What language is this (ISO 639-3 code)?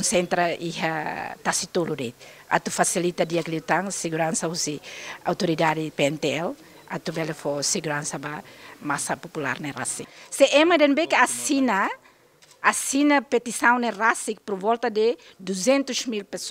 tet